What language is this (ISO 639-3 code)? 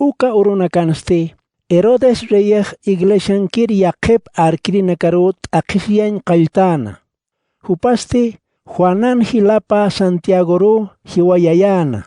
aym